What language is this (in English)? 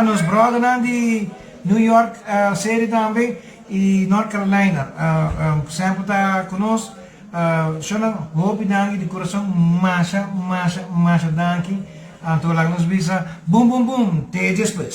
Papiamento